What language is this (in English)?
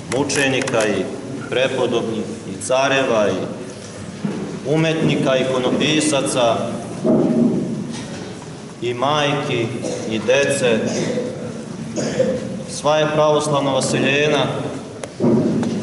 Serbian